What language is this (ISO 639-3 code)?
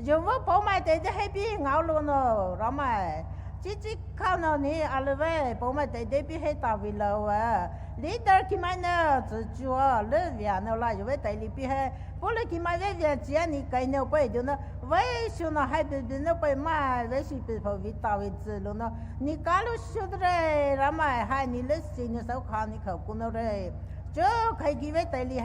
pmx